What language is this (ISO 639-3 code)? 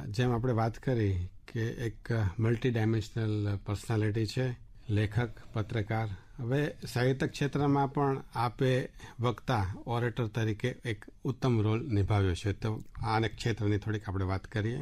guj